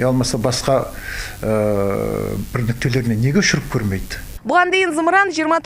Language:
Kazakh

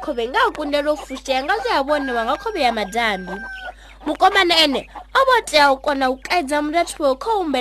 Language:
Venda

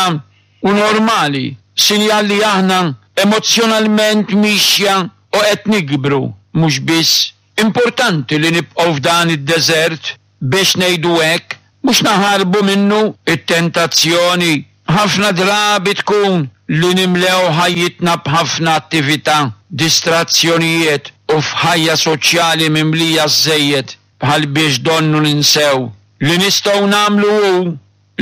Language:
Maltese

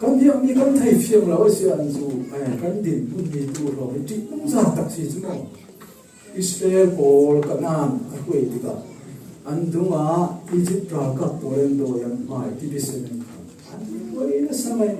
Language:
Falam Chin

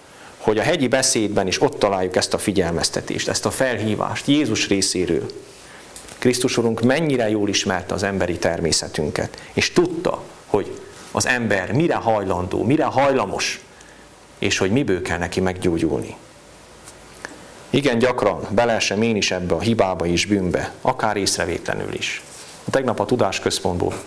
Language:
Hungarian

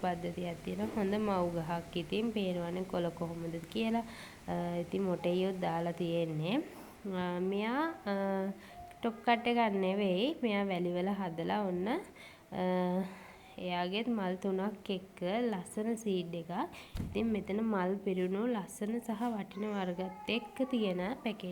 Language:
Sinhala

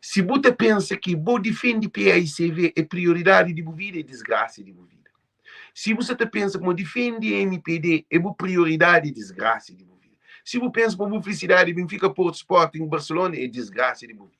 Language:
Kabuverdianu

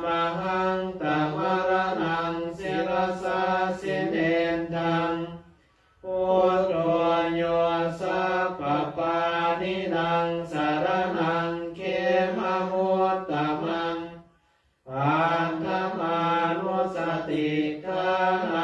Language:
Pali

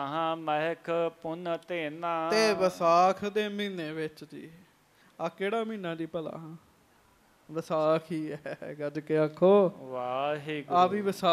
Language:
Punjabi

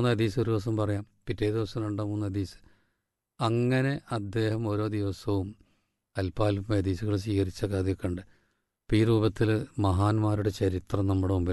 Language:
Malayalam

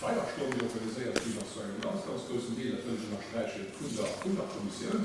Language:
Luxembourgish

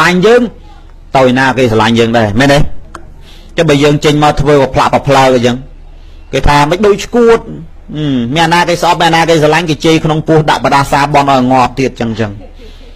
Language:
Khmer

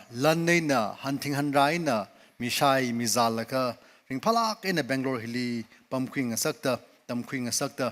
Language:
Tangkhul Naga (India)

